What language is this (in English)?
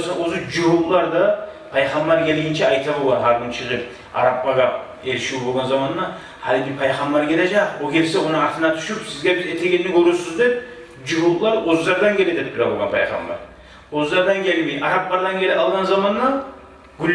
Kumyk